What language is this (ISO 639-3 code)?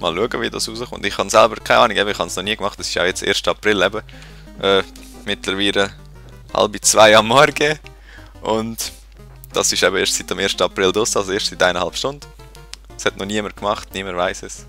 gsw